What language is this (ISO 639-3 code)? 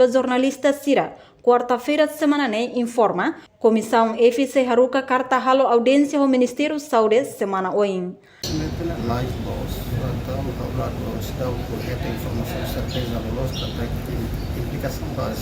tet